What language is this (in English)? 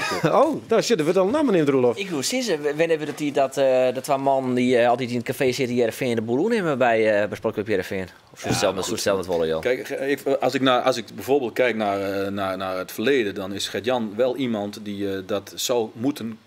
Western Frisian